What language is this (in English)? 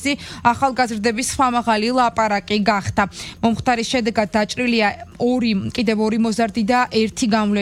Georgian